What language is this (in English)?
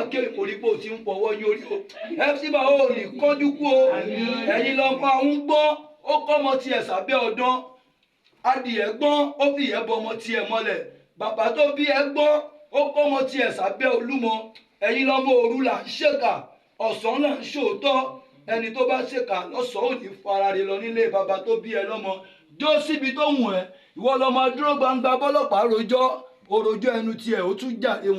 Yoruba